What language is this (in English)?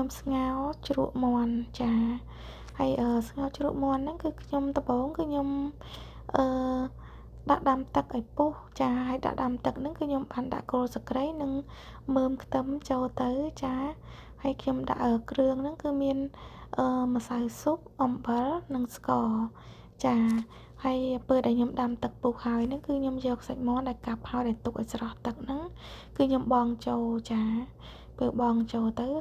Khmer